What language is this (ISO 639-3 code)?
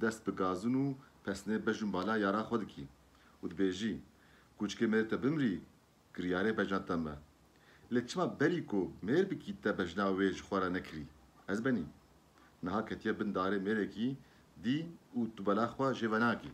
kur